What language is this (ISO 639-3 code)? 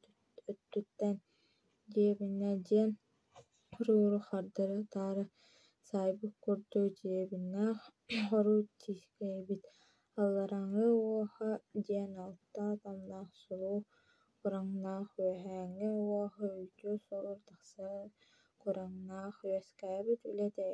sah